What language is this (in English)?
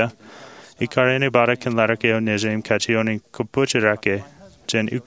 Marshallese